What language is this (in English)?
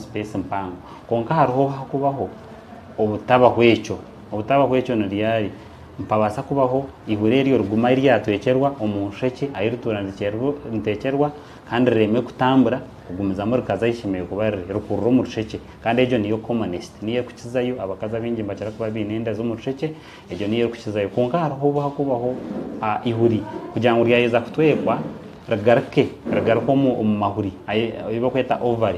Nyankole